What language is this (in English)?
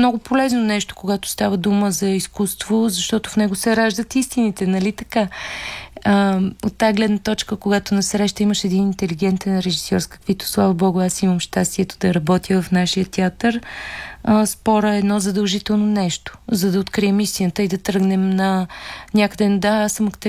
Bulgarian